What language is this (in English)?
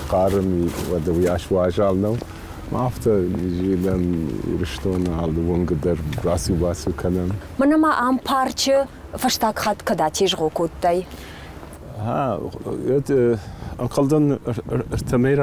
Ossetic